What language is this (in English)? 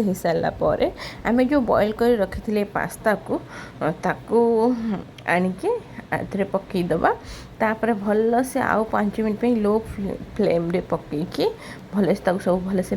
Odia